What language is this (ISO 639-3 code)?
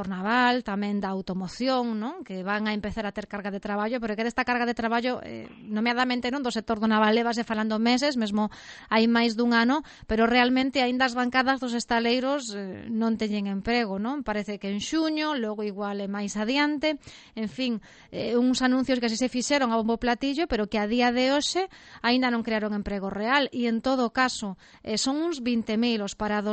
glg